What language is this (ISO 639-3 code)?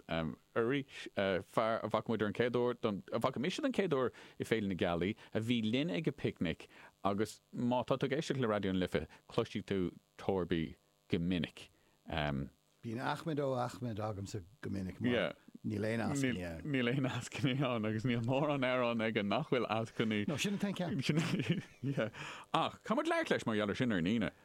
gle